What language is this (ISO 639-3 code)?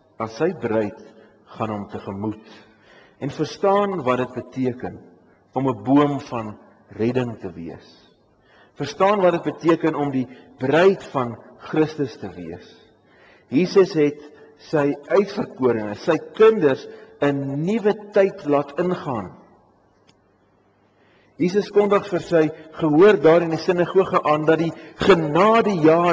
afr